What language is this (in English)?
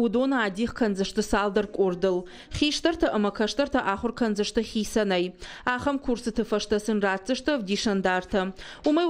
Ossetic